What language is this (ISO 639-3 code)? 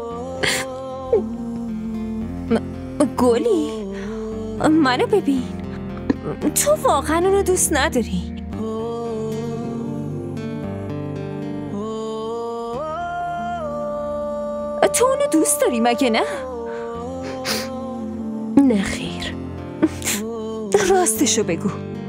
fas